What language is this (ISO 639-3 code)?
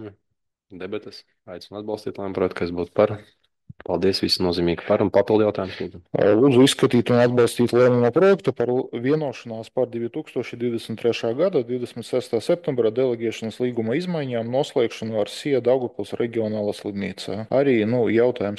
lav